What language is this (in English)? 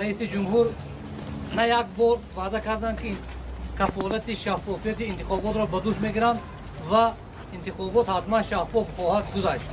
Tajik